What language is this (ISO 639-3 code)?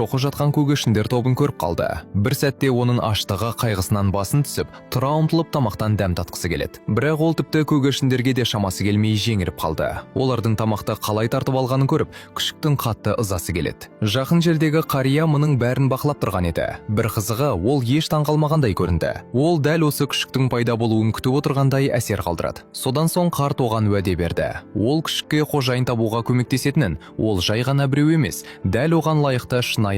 kaz